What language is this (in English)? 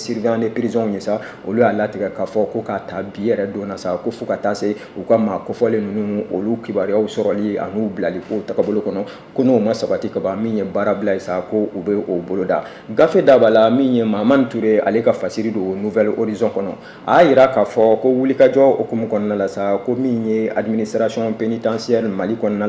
Bambara